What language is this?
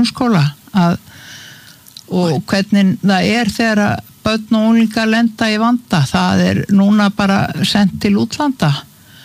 Icelandic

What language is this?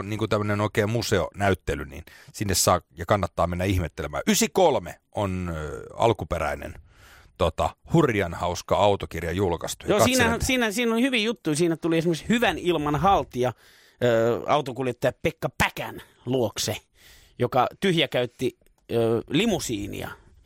Finnish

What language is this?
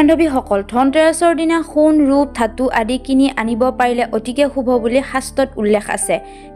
Assamese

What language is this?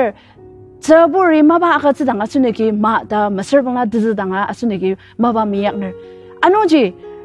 Ao Naga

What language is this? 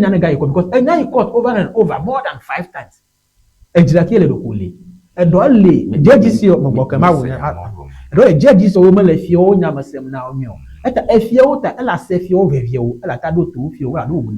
Ewe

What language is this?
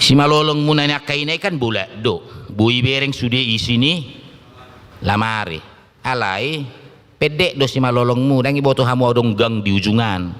Batak Toba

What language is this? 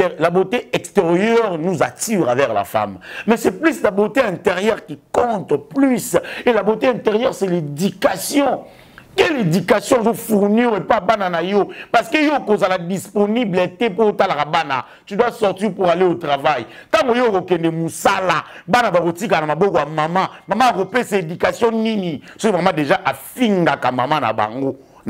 Lingala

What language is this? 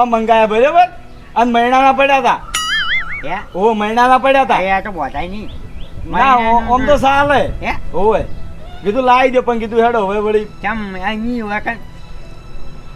Gujarati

